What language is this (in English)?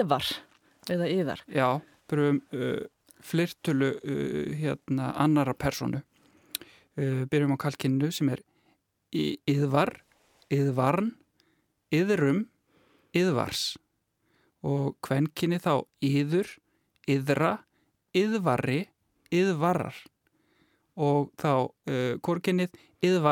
Icelandic